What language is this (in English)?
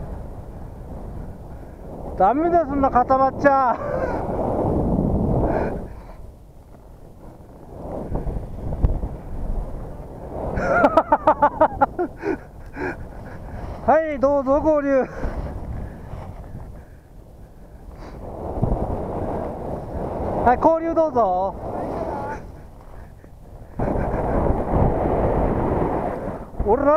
Japanese